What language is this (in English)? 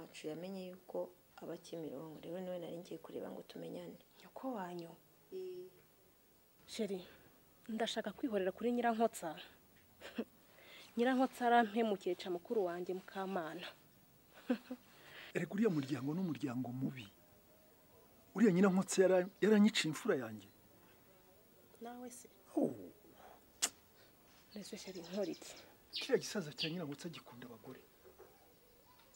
Kinyarwanda